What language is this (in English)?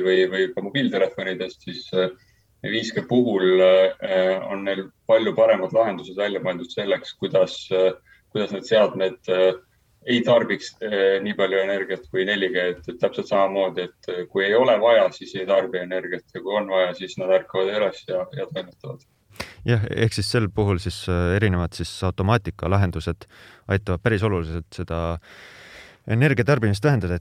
Estonian